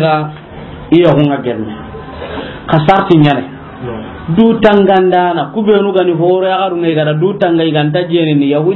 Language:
Soninke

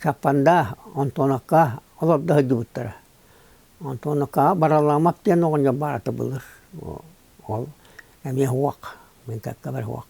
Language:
Yakut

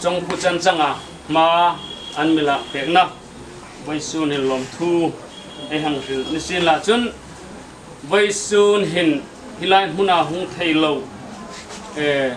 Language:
Hmar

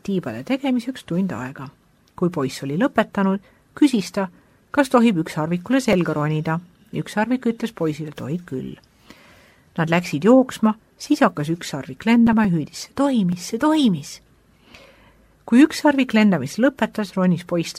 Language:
Estonian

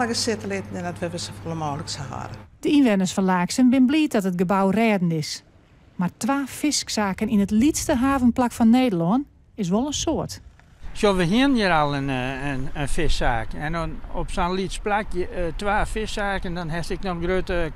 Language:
Western Frisian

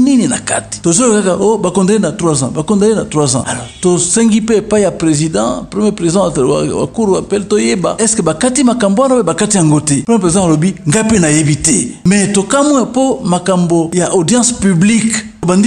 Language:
Lingala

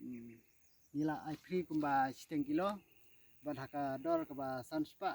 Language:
Khasi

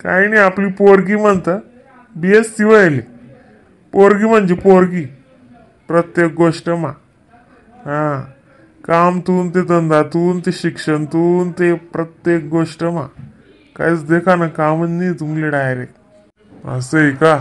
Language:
Khandesi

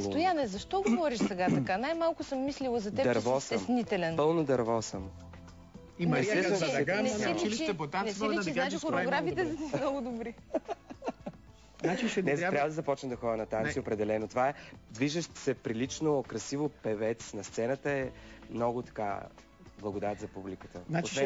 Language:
Bulgarian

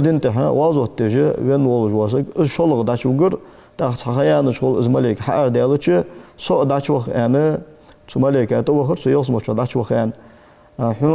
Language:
Ingush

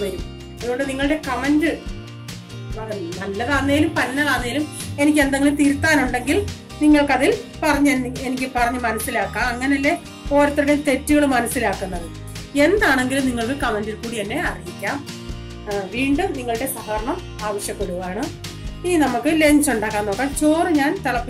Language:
Malayalam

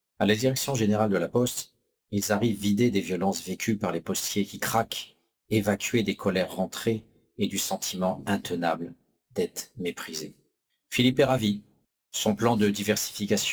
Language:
French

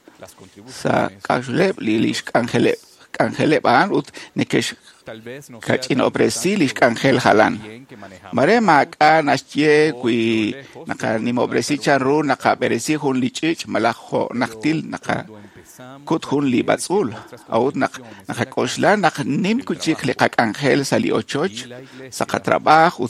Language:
Kekchí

